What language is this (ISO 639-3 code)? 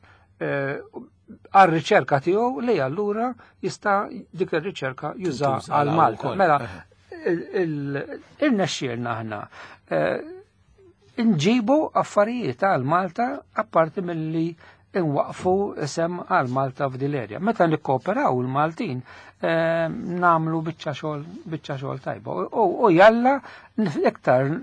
mlt